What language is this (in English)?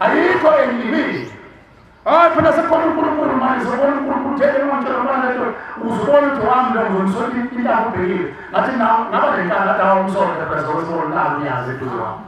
Zulu